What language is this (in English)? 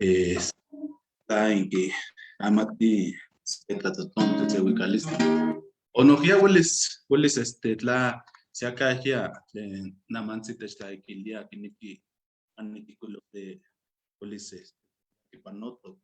Eastern Huasteca Nahuatl